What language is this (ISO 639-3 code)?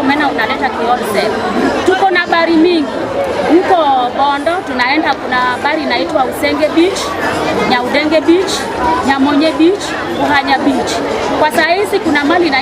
guz